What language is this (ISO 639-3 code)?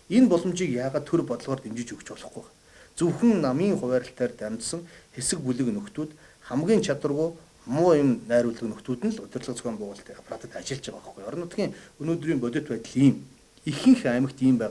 mon